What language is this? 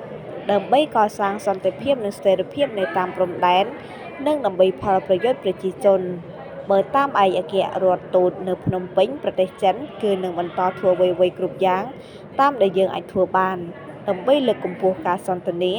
Khmer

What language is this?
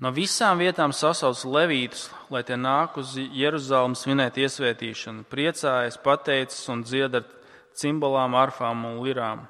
Latvian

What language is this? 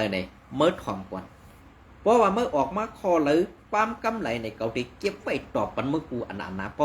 Shan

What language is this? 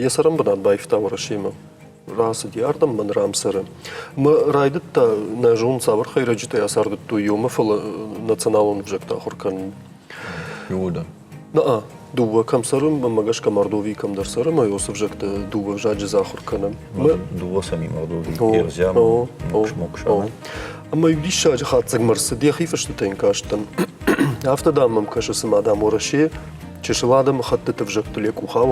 Ossetic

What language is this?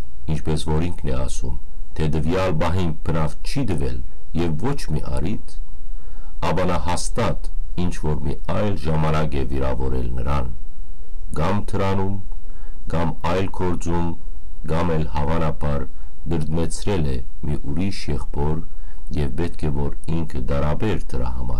Western Armenian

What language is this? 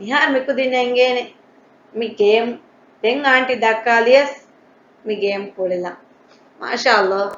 Divehi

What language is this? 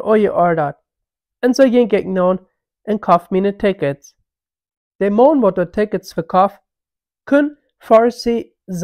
Plautdietsch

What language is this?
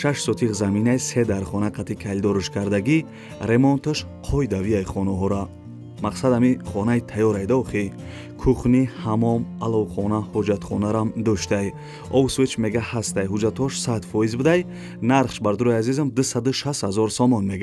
Tajik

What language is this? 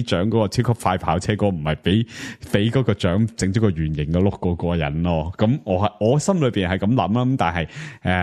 Cantonese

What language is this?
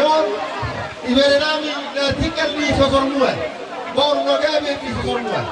Batak Toba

